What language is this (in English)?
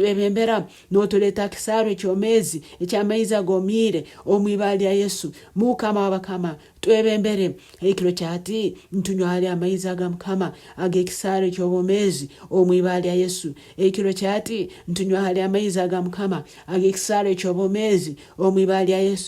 Nyankole